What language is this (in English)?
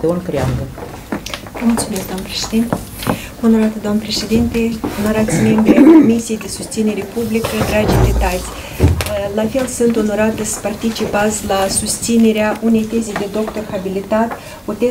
Romanian